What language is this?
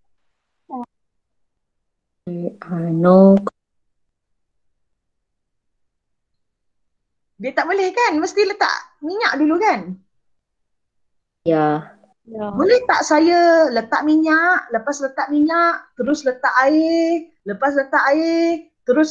Malay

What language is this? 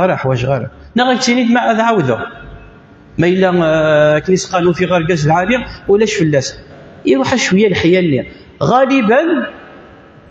Kabyle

